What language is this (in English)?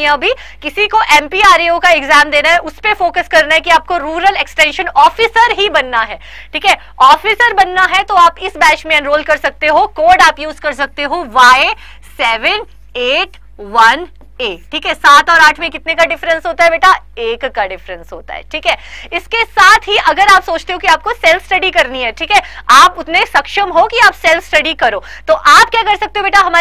Hindi